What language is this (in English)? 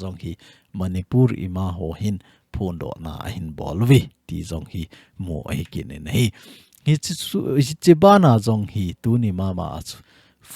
Thado Chin